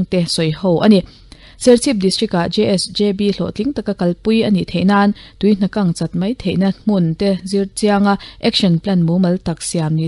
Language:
Mizo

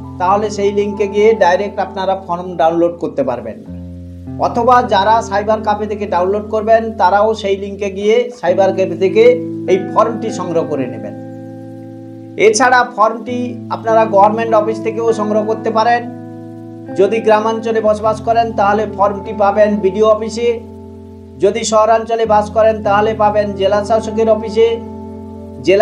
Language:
Bangla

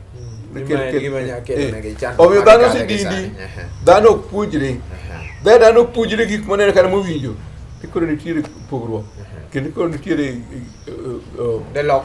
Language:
Luo (Kenya and Tanzania)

